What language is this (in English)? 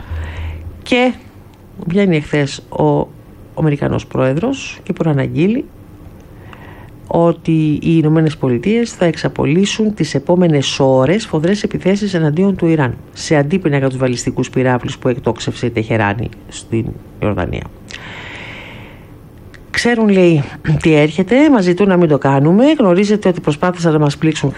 Greek